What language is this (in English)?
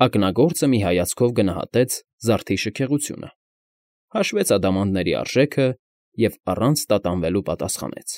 Armenian